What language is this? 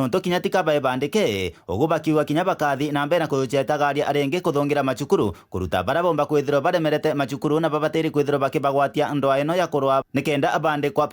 Meru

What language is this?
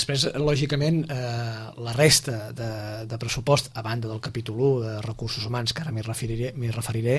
Catalan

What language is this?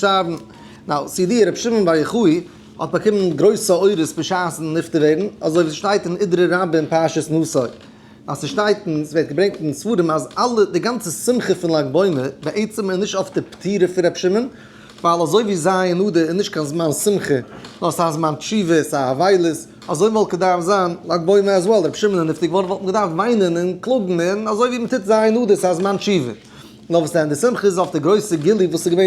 Yiddish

